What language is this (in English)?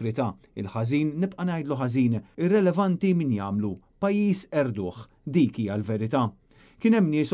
Maltese